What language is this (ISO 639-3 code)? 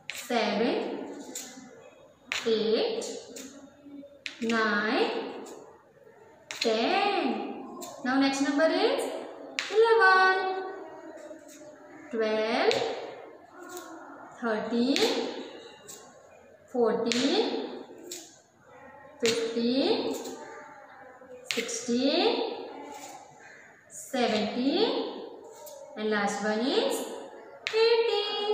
eng